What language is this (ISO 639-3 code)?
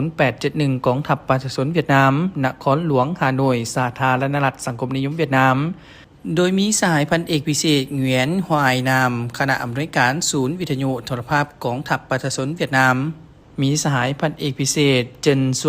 lao